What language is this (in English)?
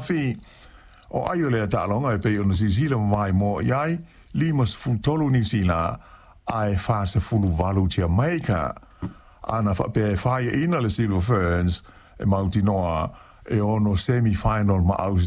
Samoan